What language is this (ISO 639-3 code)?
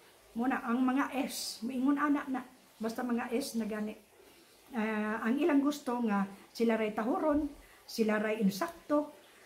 ceb